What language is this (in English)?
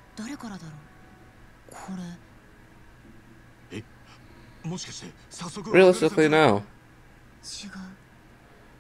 Japanese